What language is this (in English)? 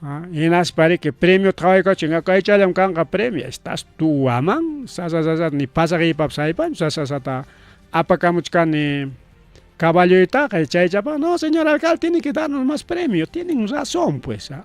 Ayacucho Quechua